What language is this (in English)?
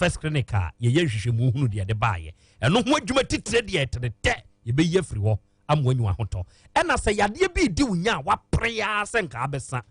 Akan